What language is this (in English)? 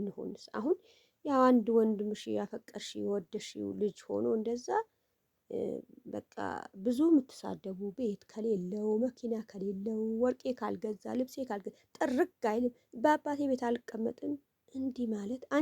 Amharic